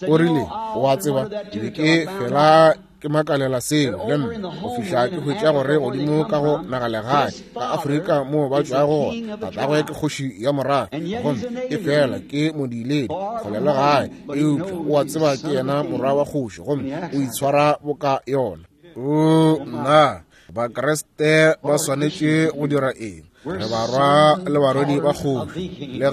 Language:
Northern Sotho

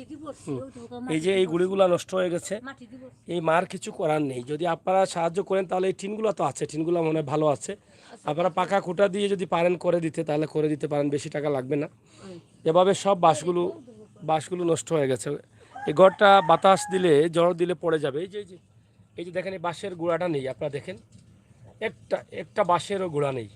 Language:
Sylheti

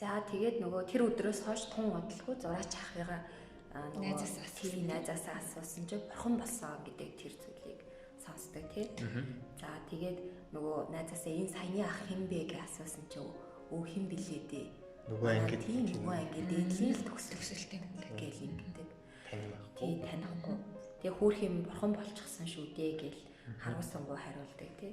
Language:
Mongolian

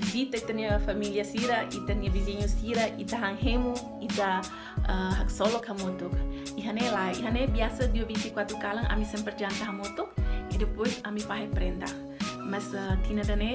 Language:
Tetum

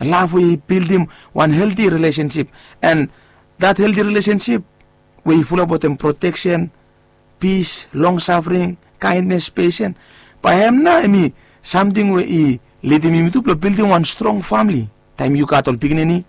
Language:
Bislama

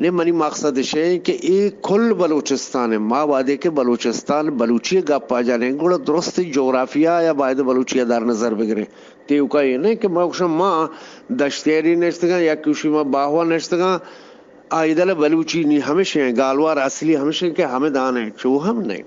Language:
Eastern Balochi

